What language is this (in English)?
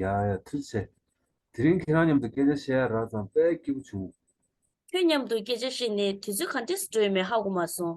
Tibetan